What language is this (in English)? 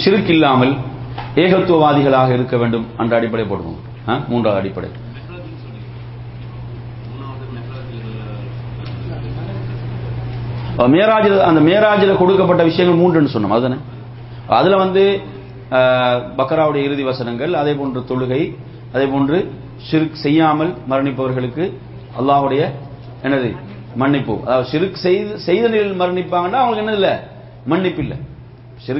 Tamil